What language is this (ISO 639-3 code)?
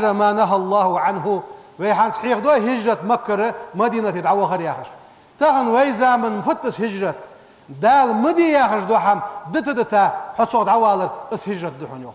inh